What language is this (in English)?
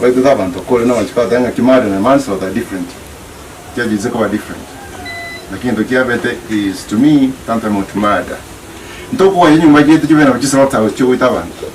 Gusii